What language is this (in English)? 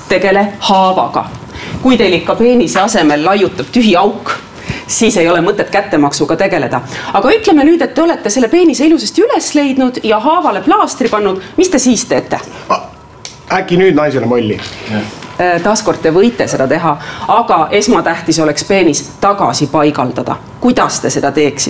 Estonian